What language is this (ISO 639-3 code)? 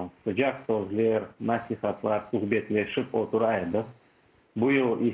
crh